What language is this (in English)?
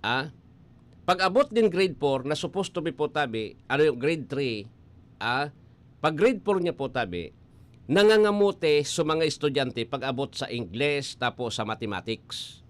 Bikol